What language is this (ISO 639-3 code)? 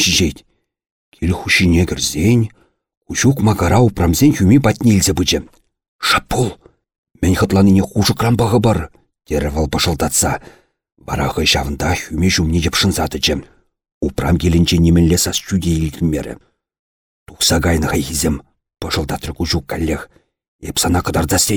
chv